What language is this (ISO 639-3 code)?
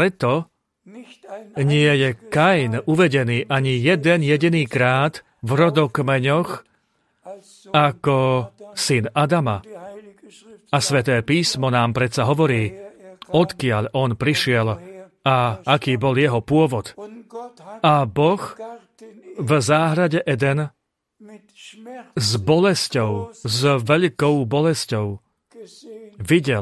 slk